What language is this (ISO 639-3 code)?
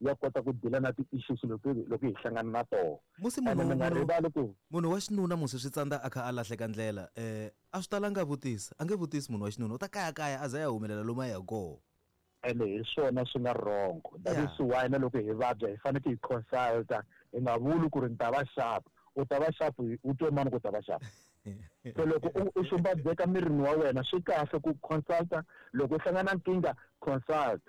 tso